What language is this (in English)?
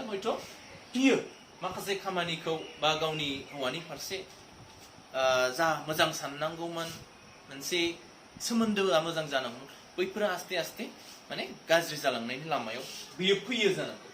Bodo